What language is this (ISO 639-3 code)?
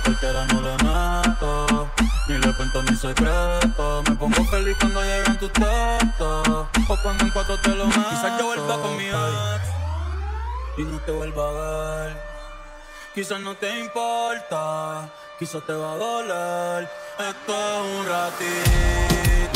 spa